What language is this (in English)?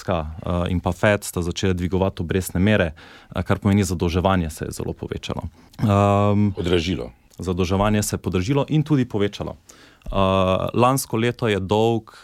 Slovenian